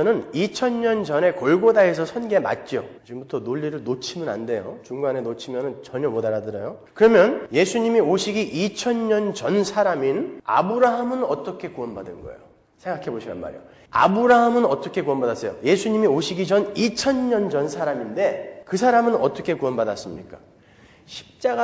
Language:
Korean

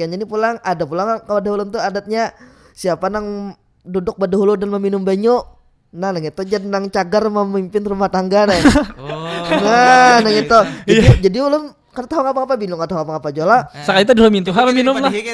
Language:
Banjar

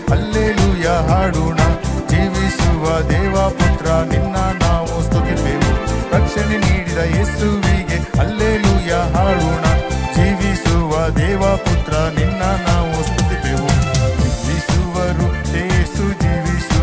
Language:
Kannada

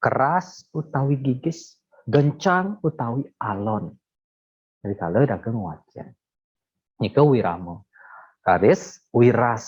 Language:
Balinese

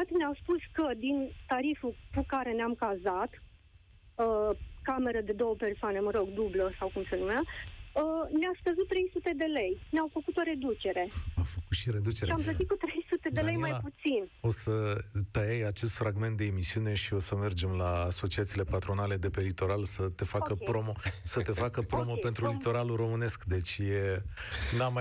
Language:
Romanian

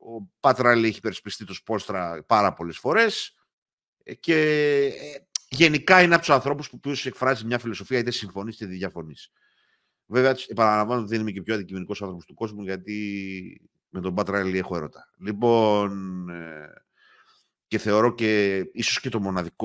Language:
Greek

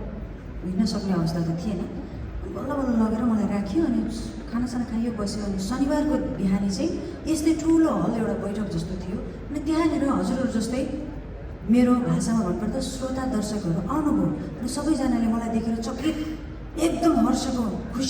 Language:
Nepali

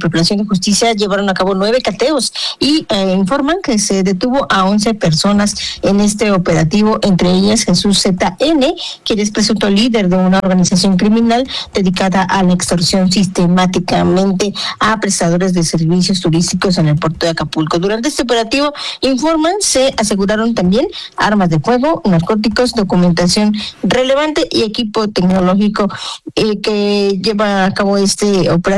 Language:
Spanish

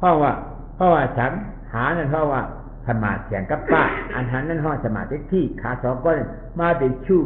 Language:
Shan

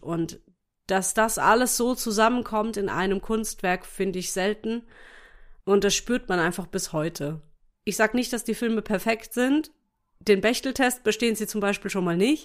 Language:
German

